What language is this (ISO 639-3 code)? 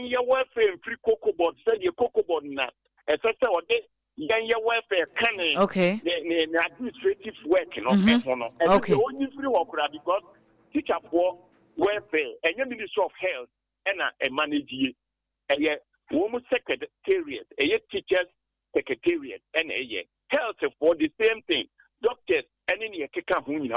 aka